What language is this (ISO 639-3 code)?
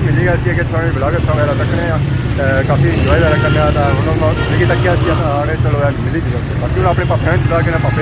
phr